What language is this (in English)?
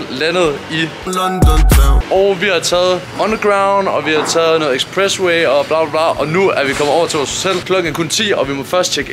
Danish